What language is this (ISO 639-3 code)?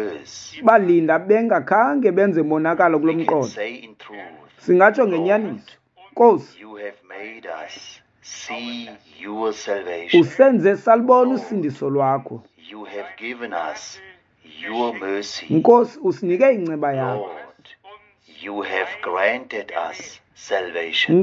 xho